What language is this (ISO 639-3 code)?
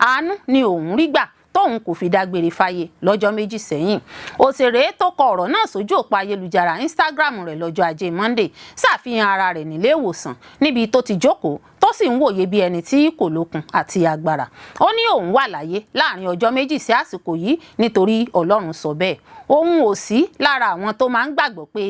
yor